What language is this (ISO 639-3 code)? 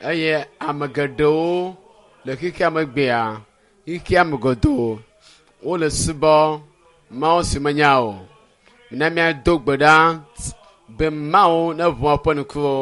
ewe